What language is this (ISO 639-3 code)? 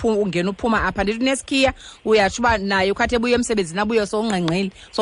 xho